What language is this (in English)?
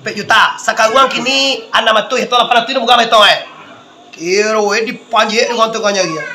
Minangkabau